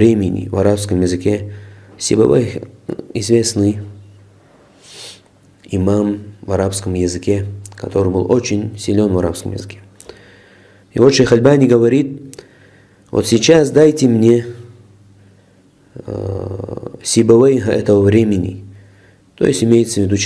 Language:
Russian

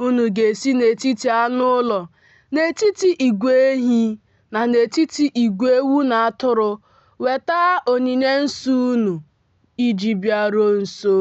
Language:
Igbo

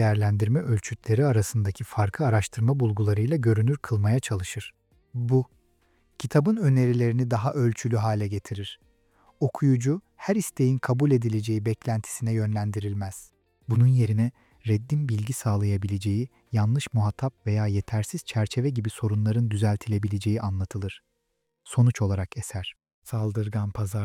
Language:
Turkish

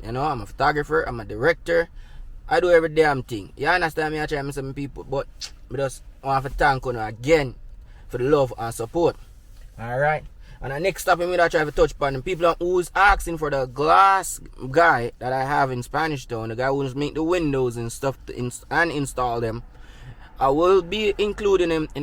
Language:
Jamaican Creole English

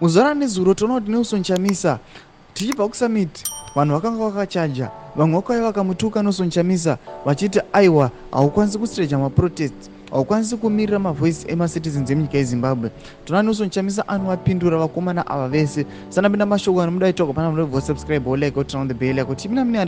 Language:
Shona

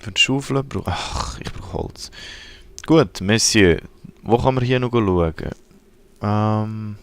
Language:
Swiss German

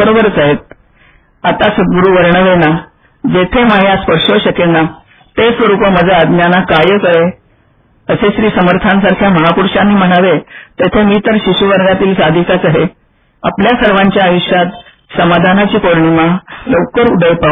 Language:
Marathi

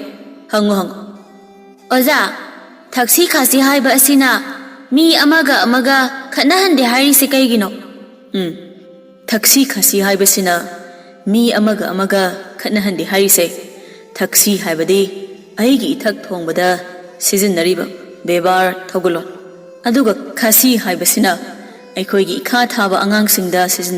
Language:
Manipuri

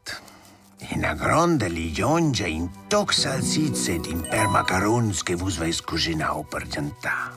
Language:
Romansh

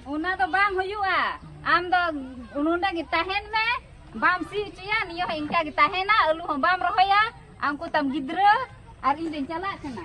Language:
Santali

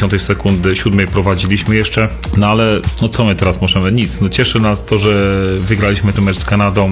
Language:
Polish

